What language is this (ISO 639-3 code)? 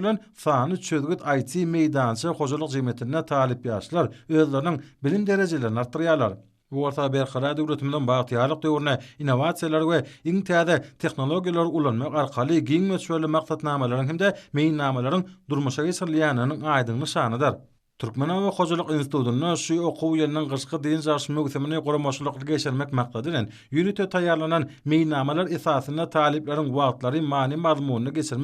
tuk